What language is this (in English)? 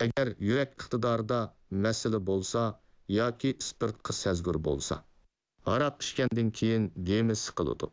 Uyghur